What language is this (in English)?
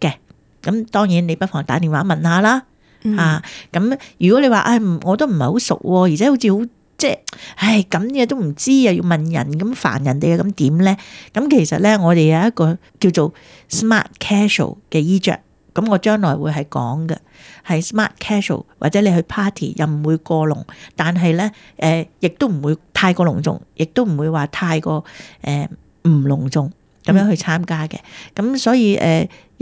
Cantonese